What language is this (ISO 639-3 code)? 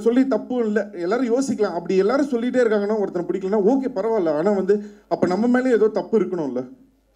tam